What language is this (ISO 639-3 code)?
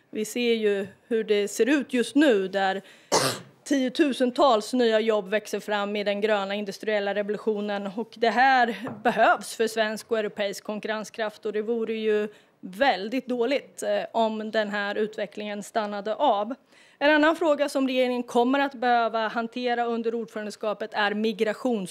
swe